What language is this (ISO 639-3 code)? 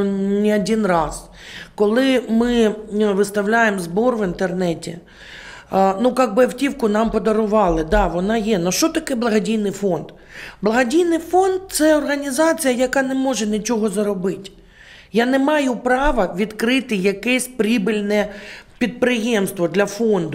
ukr